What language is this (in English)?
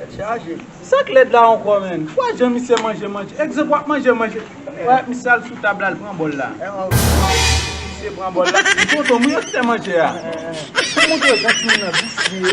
Haitian Creole